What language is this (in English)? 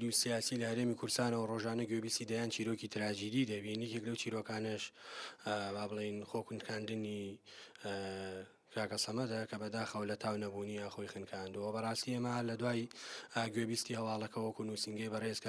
Central Kurdish